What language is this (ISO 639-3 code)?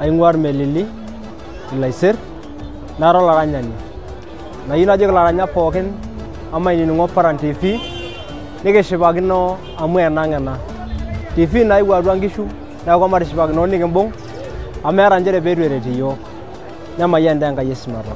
mas